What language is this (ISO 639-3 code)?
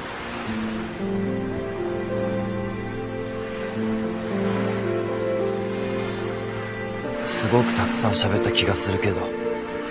jpn